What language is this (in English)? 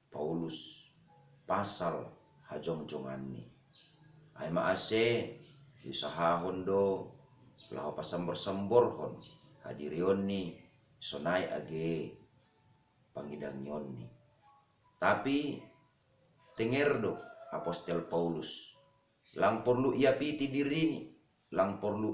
Batak Simalungun